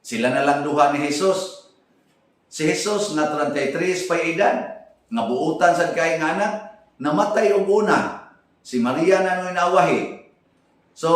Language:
Cebuano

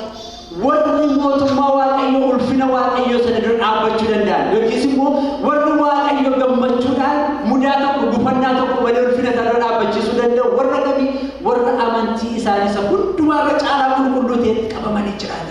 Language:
Oromo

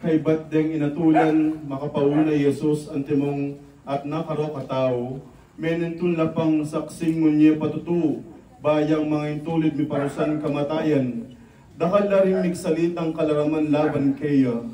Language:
Pampanga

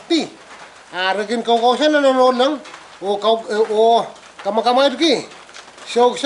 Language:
Pohnpeian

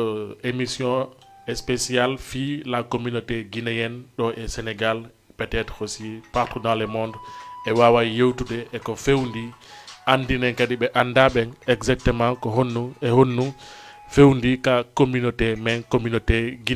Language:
Fula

